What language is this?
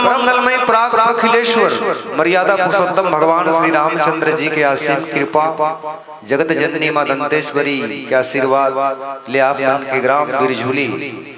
Chhattisgarhi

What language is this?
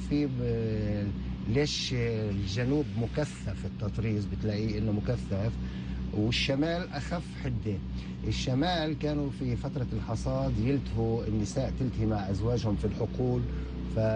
North Levantine Arabic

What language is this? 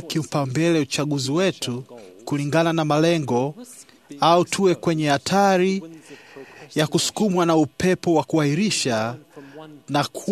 Swahili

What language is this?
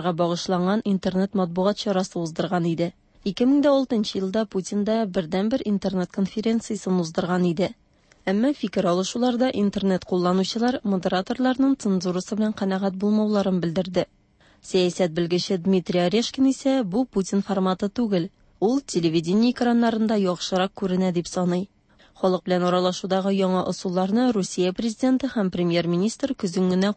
Tatar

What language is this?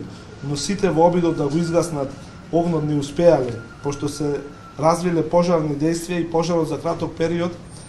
Macedonian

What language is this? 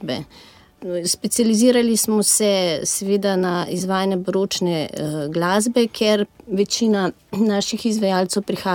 Slovenian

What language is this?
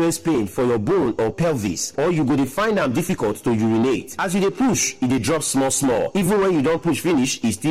Nigerian Pidgin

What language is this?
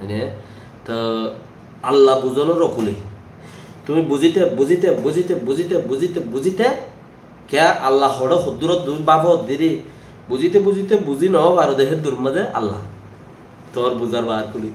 Rohingya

